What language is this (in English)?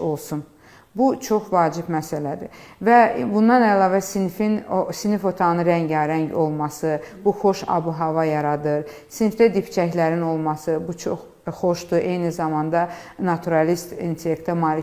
Azerbaijani